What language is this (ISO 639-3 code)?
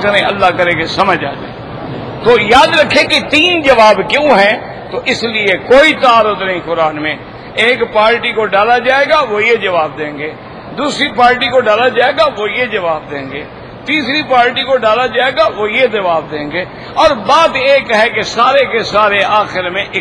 urd